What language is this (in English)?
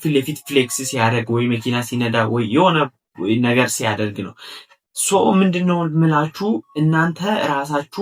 Amharic